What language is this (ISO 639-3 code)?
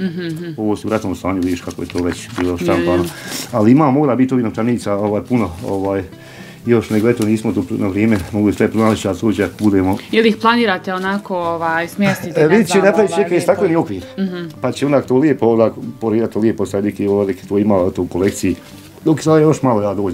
bos